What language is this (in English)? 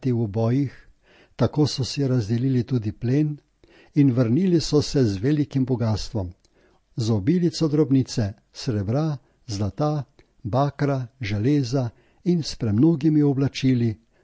Slovenian